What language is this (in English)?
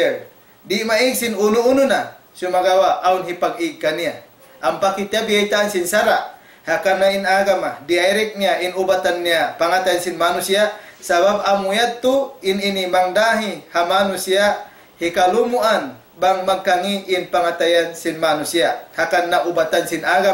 Tausug